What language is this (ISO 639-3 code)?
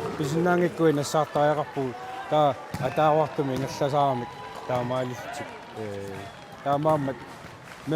kal